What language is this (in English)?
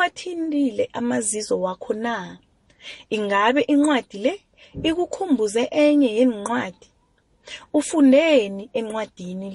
South Ndebele